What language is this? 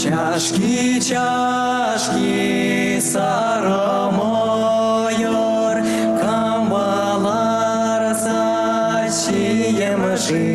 Chuvash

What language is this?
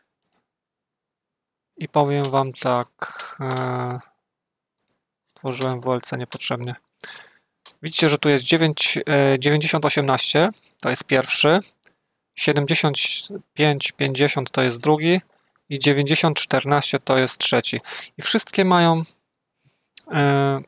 Polish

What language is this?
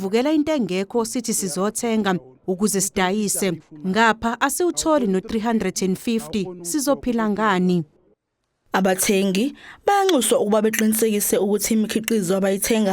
Zulu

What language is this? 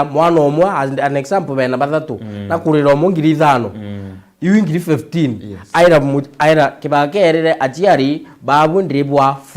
Meru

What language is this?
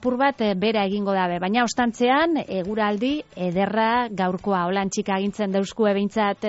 Basque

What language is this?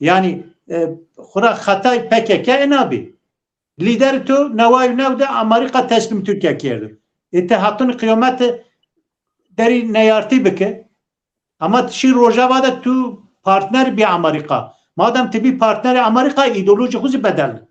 Zaza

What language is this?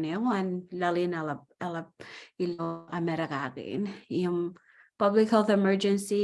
Marshallese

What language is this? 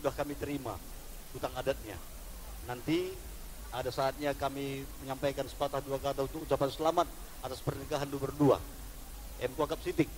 Batak Karo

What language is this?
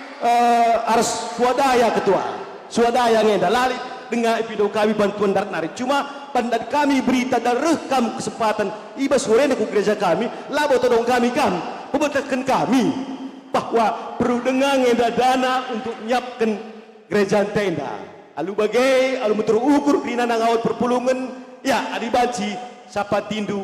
Batak Karo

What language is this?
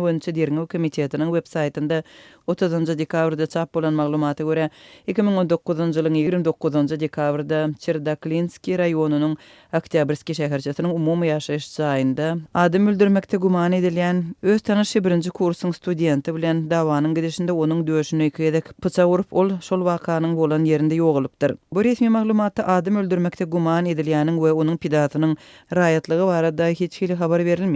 Turkmen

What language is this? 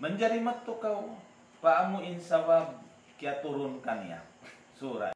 Tausug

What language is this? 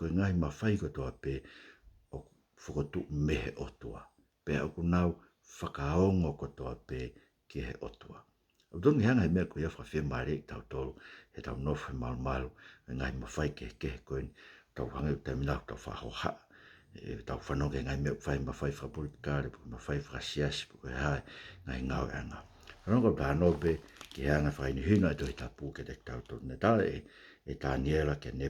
Tongan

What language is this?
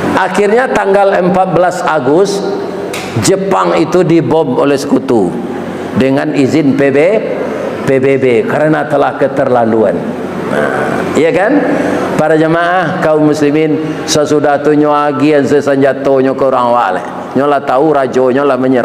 Minangkabau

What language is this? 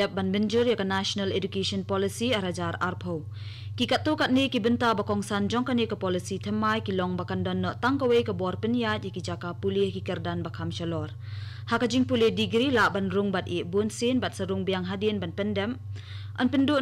Khasi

